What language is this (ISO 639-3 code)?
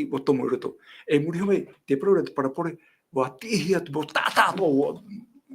tah